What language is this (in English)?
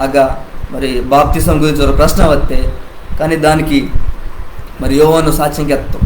Koya